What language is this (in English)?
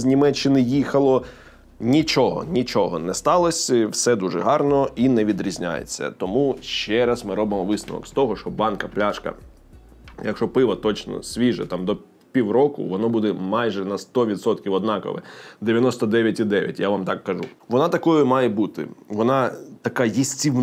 Ukrainian